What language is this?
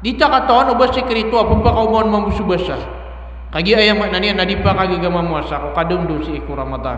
Maranao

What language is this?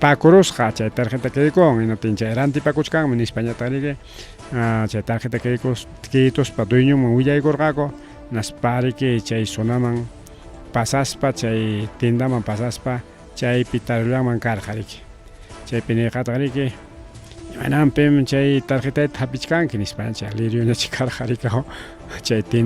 Ayacucho Quechua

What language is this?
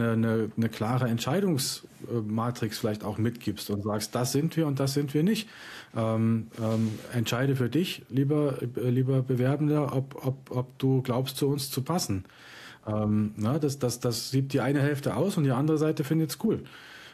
German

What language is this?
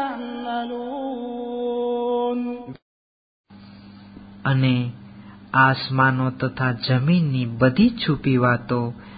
Gujarati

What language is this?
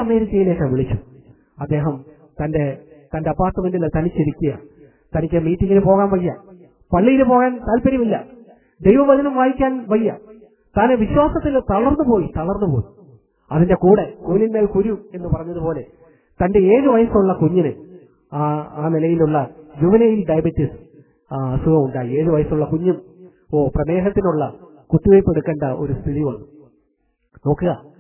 Malayalam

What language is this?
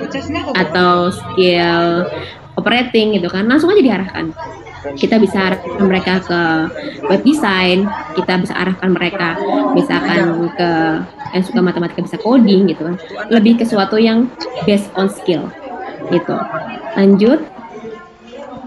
Indonesian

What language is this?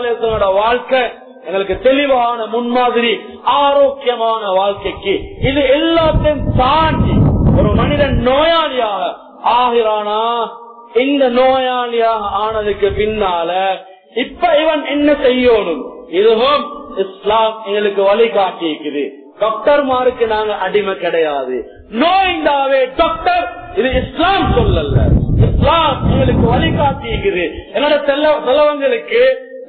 Tamil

